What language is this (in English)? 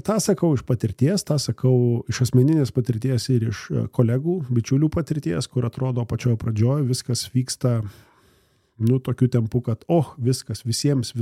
Lithuanian